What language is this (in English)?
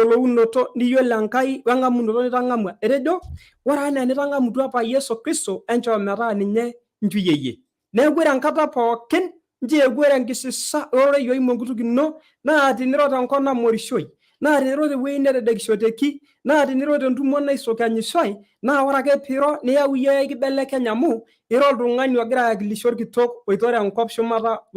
Masai